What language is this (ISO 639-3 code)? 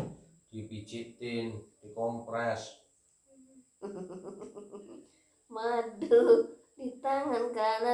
ind